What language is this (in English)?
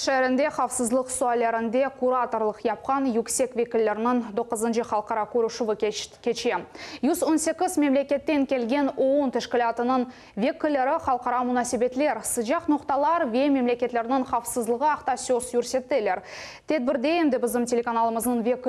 Crimean Tatar